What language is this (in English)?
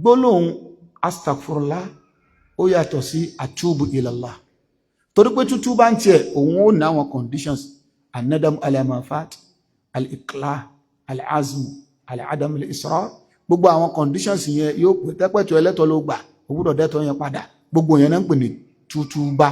Yoruba